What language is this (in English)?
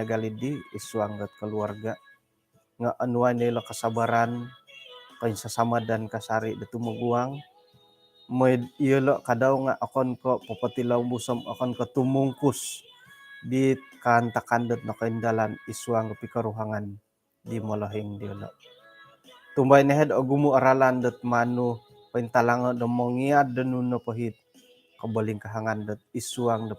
Central Dusun